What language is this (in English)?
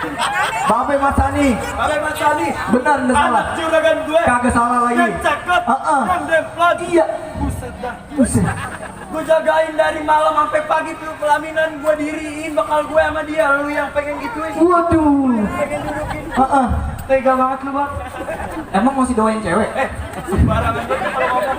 Betawi